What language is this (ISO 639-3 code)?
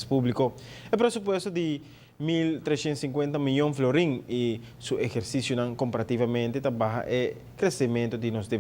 pap